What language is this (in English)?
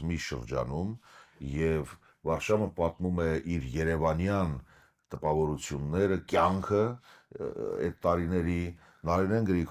Western Armenian